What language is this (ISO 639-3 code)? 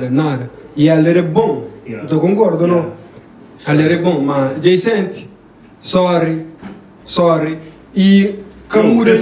kea